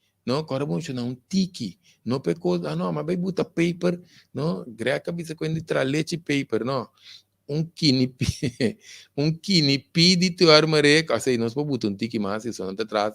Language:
Papiamento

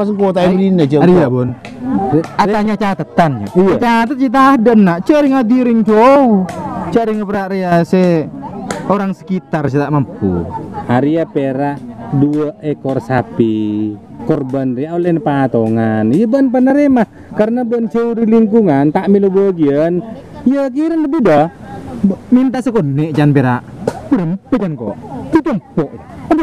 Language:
Madurese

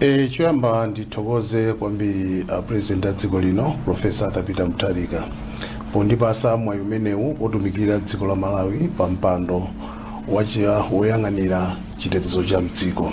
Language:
Nyanja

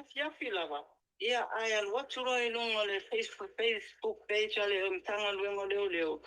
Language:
Samoan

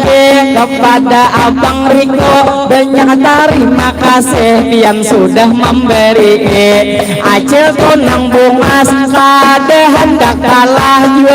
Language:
Banjar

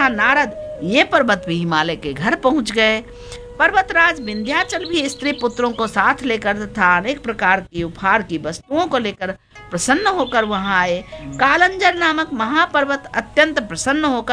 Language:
Hindi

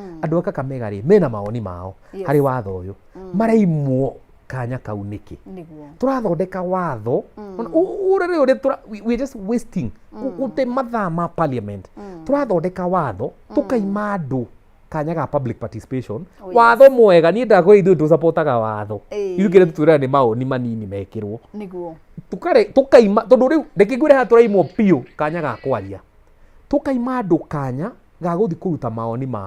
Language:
Kikuyu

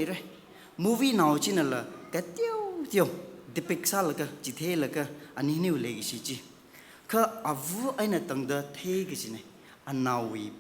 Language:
Tangkhul Naga (India)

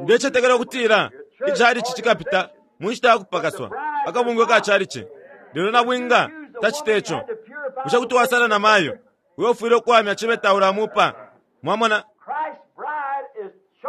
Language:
Bemba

